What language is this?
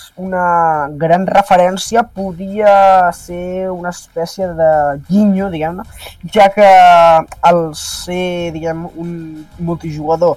Catalan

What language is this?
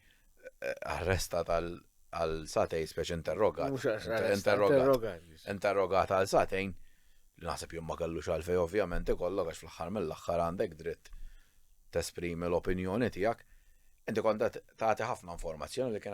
Maltese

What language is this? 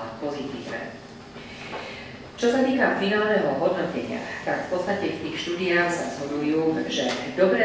Slovak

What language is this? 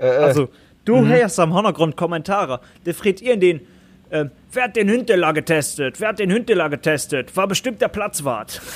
Luxembourgish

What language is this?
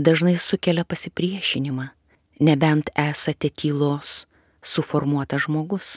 Lithuanian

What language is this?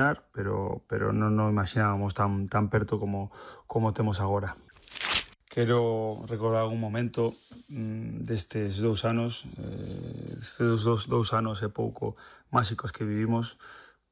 Galician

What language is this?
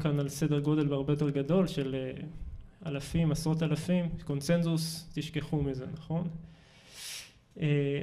Hebrew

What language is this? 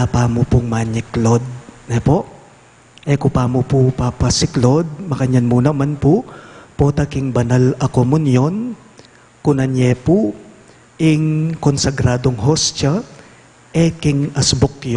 Pampanga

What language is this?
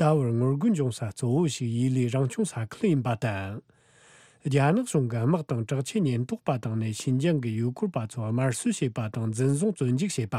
Tibetan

